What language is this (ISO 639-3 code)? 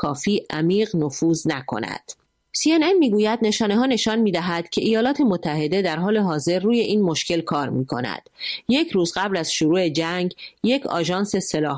fas